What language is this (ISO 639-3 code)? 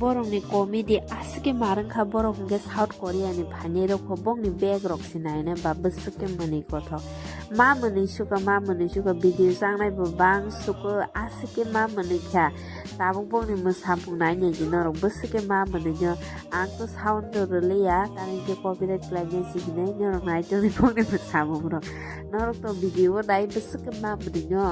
trp